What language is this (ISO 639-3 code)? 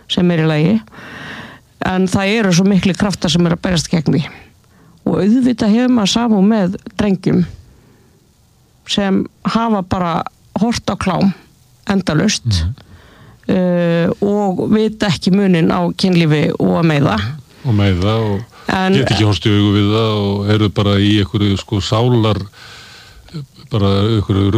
isl